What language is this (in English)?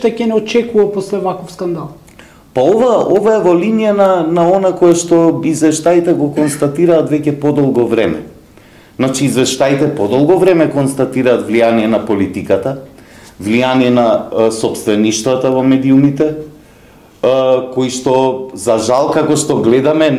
Macedonian